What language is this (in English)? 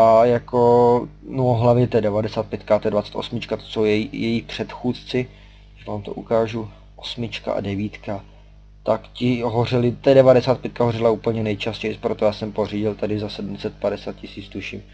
Czech